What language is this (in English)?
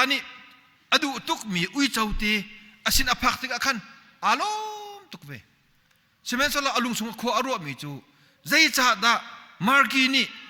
Hakha Chin